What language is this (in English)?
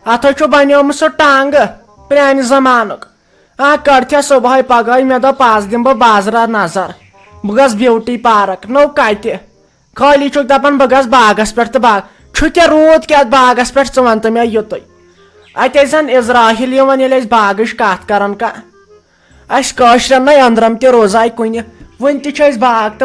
Kashmiri